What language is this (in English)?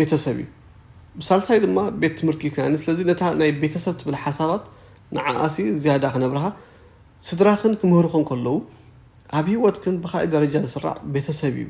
Tigrinya